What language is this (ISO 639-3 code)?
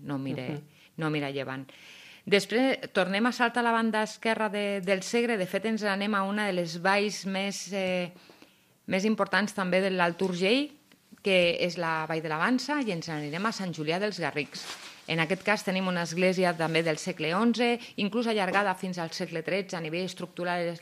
cat